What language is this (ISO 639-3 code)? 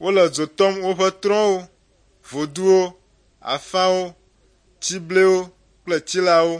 ewe